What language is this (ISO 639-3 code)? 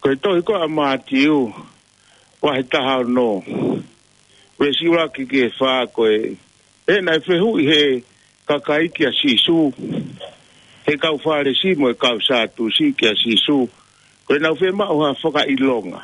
ton